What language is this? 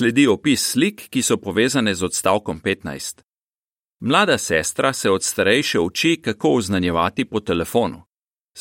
Slovenian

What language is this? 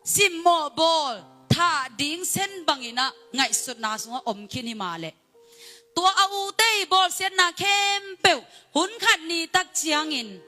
Tedim Chin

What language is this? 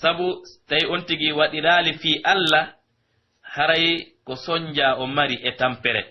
Pular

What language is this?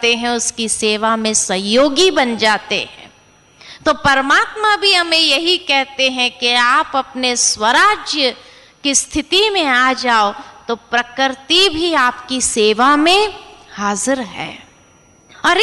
Hindi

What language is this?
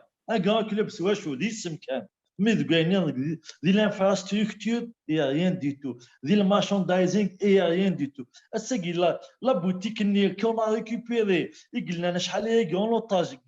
Kabyle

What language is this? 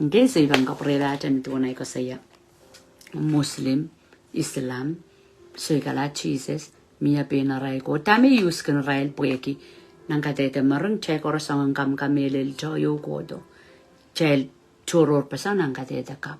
Pohnpeian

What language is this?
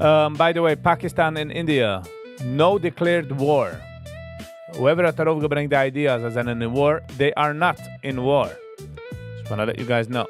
Yiddish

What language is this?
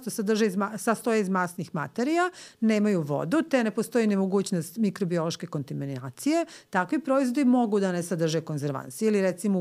Serbian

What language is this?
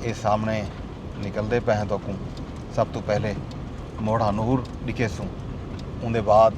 Saraiki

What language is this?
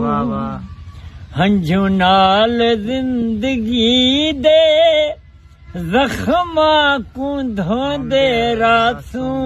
Saraiki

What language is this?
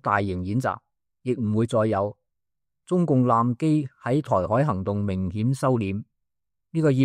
Cantonese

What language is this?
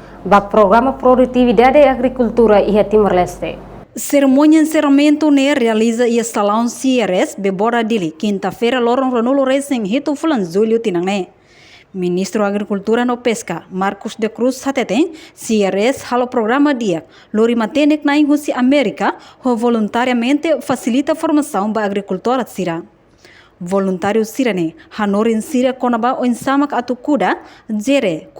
Tetum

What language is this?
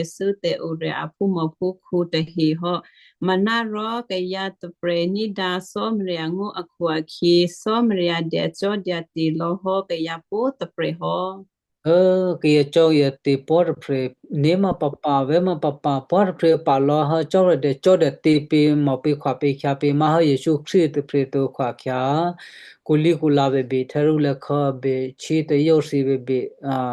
Western Kayah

